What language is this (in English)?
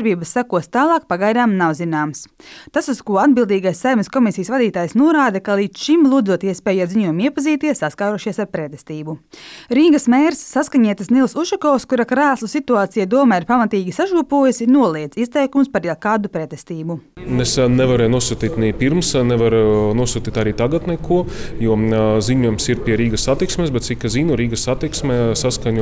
Latvian